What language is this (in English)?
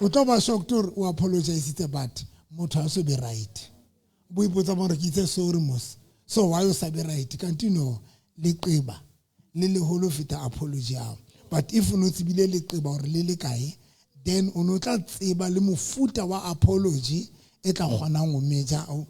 Southern Sotho